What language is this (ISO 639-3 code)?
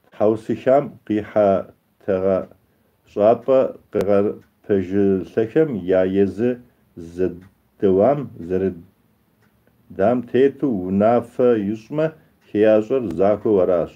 kbd